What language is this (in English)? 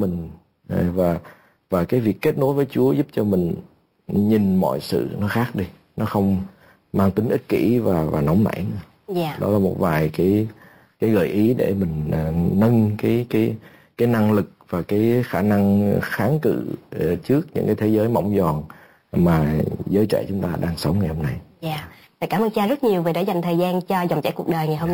Vietnamese